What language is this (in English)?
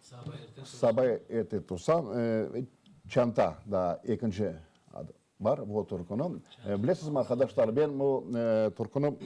Crimean Tatar